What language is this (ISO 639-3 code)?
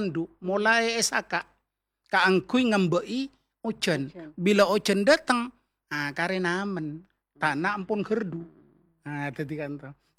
mad